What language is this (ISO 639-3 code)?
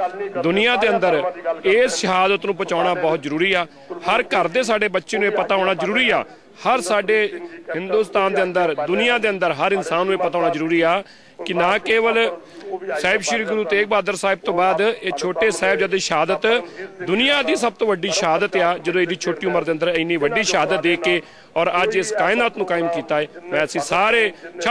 pan